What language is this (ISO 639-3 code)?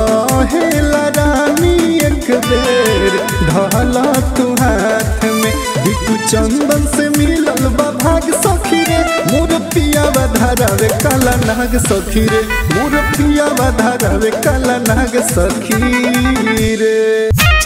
bho